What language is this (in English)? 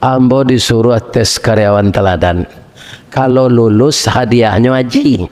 Minangkabau